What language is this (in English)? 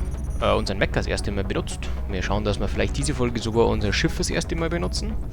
Bavarian